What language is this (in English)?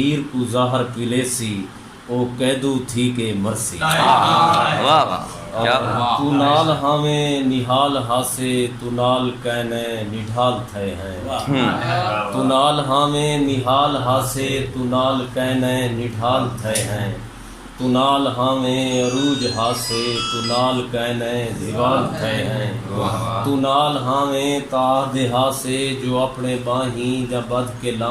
Saraiki